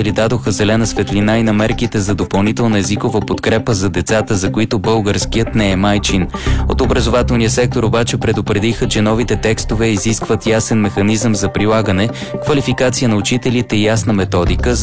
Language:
Bulgarian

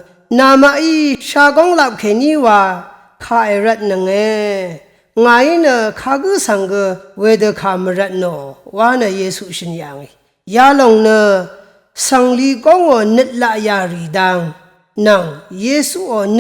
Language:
Rawang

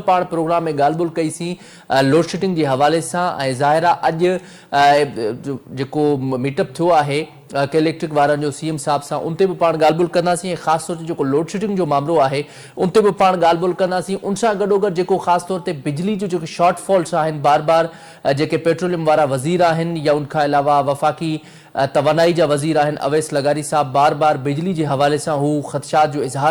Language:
Sindhi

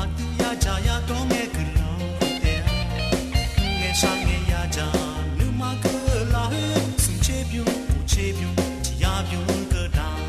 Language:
Akha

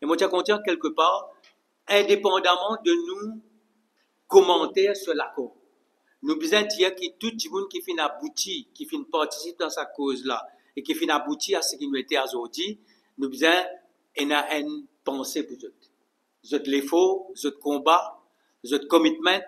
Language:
Morisyen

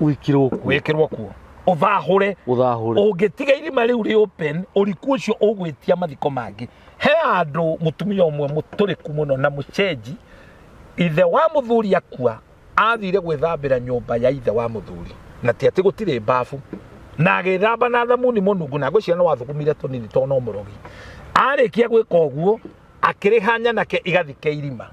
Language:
Kikuyu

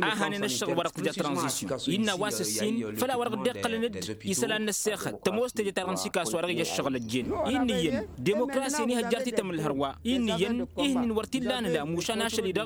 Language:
Tamasheq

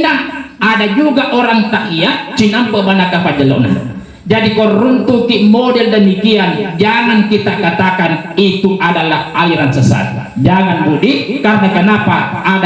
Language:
Buginese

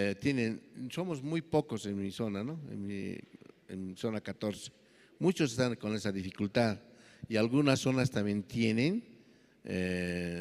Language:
South Bolivian Quechua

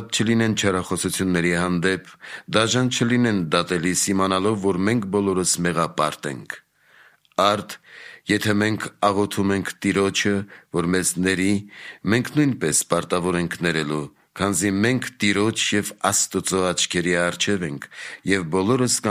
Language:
Armenian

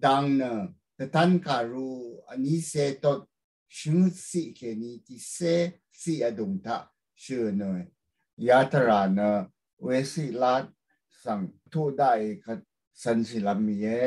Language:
Rawang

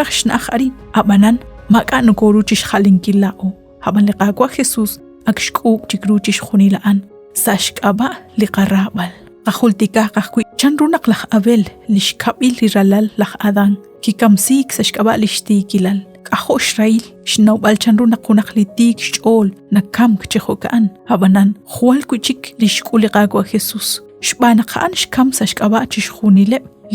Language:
Kekchí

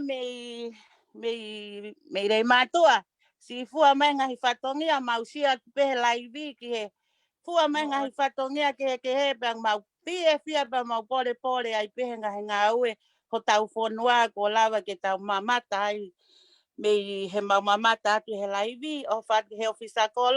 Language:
Tongan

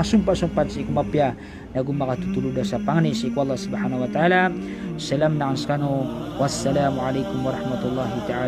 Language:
Maranao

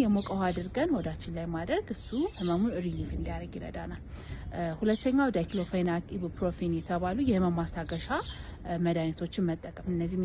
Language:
Amharic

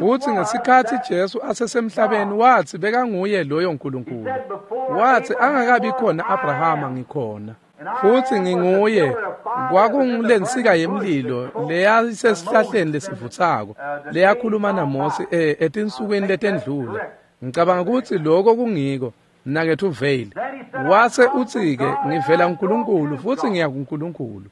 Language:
Swati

